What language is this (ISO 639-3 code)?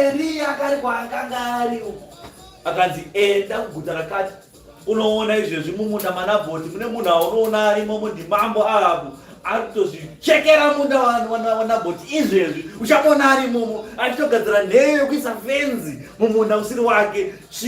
sna